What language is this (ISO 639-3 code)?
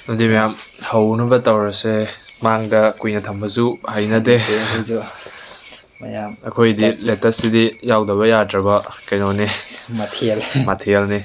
mni